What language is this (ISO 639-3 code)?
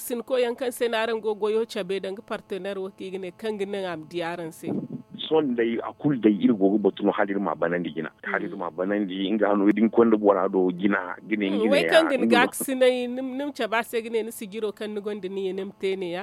dje